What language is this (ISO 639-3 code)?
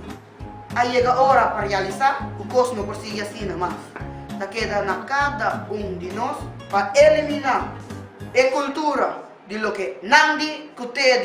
pap